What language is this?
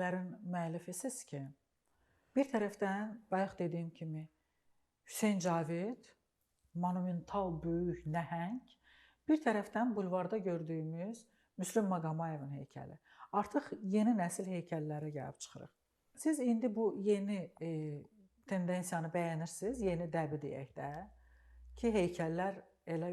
Azerbaijani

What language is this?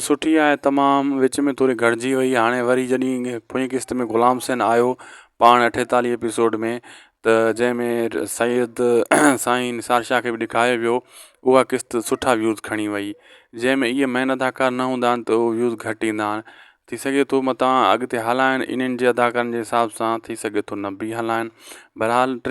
Sindhi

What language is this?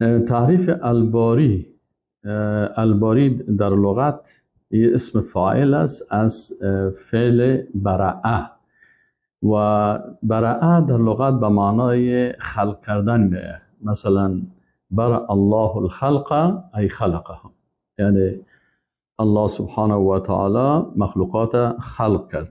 Persian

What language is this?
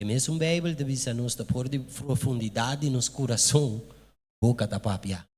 Papiamento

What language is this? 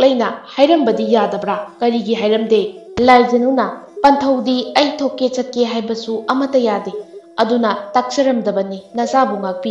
Manipuri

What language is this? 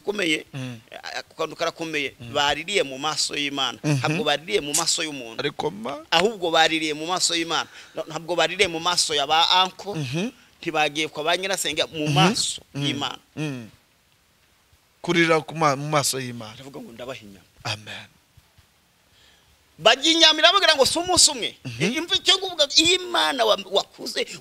Kinyarwanda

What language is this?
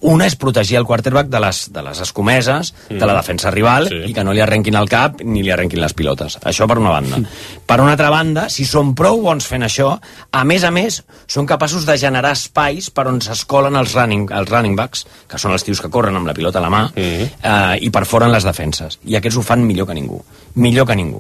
Catalan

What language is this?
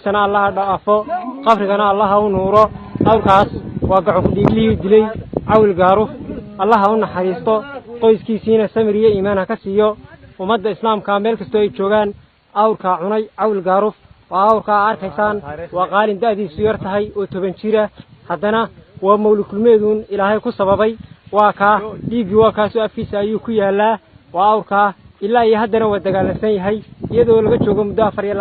Somali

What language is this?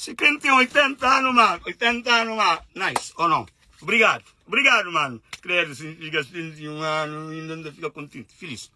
Kabuverdianu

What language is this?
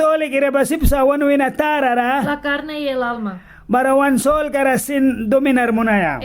Mískito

